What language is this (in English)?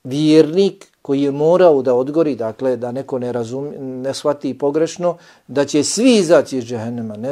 Bosnian